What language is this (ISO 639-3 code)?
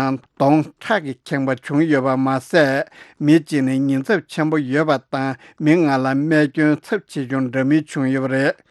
bod